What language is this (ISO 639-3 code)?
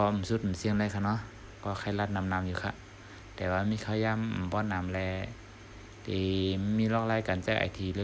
shn